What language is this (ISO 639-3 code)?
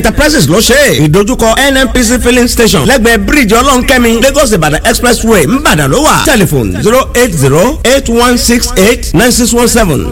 yor